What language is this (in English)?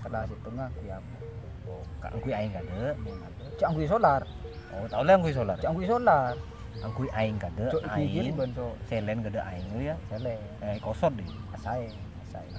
Madurese